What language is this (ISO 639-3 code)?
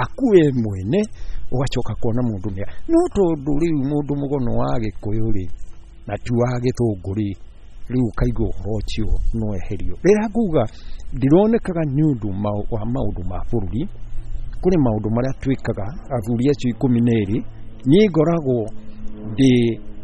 kik